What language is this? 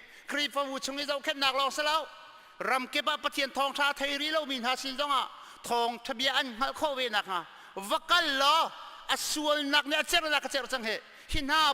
Hakha Chin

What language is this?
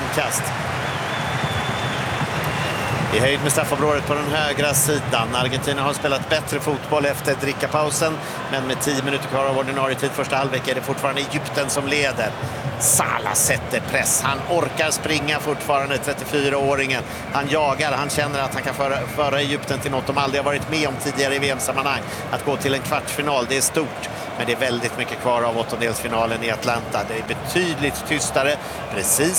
Swedish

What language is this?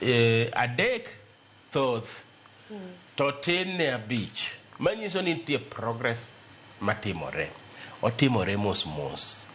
Luo (Kenya and Tanzania)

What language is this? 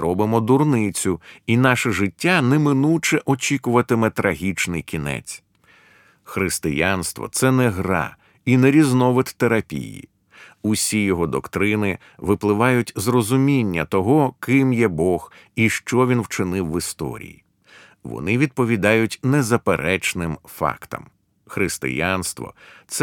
Ukrainian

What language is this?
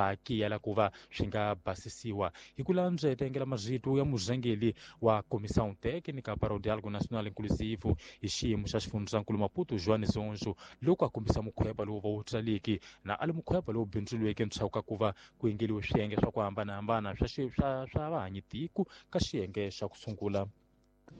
Tsonga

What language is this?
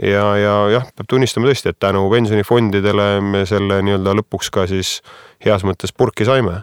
Estonian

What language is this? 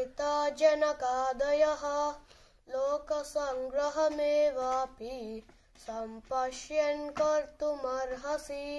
Sanskrit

